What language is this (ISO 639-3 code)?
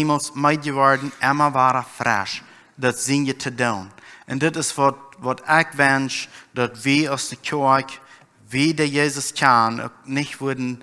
pdt